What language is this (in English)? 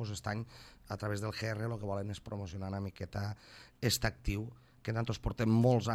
Catalan